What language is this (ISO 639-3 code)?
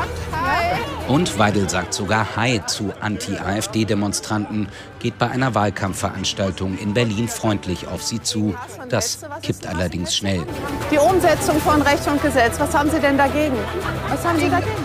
deu